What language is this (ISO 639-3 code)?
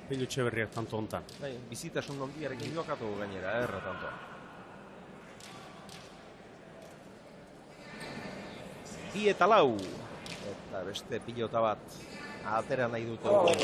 eus